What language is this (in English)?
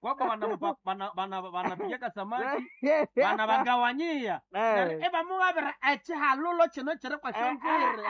Nande